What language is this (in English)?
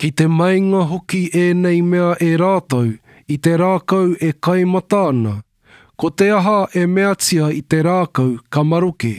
Māori